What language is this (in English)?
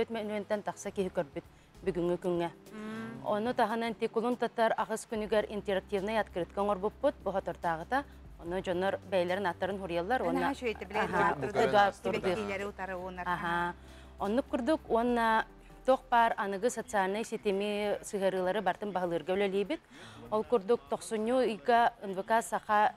Yakut